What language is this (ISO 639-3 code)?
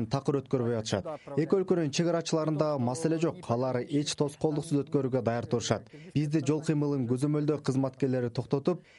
kir